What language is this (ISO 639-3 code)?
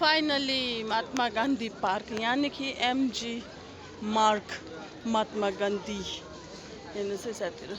nep